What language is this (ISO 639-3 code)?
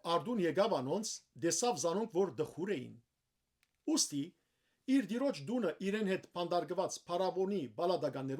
hyw